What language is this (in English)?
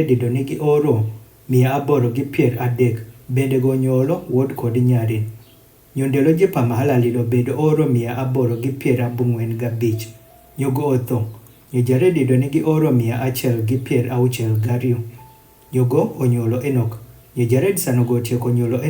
Adhola